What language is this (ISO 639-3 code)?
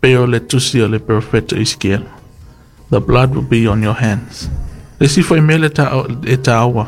smo